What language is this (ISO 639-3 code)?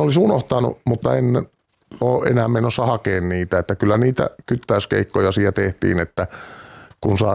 fin